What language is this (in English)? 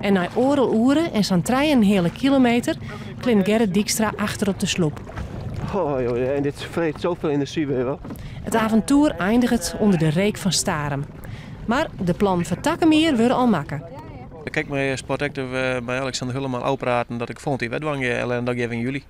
Western Frisian